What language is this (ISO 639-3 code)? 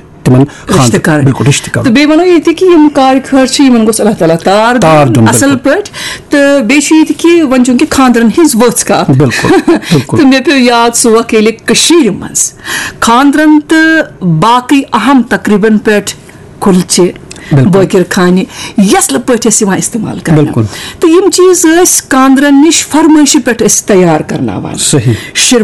kas